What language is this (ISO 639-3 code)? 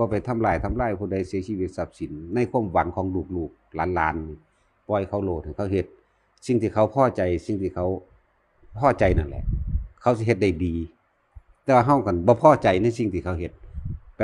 tts